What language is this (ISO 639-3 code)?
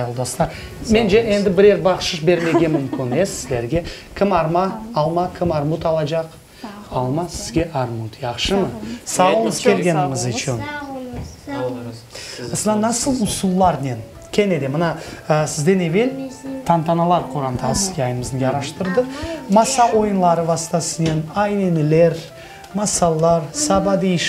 crh